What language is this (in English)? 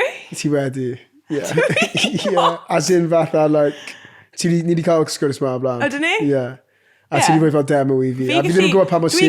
Welsh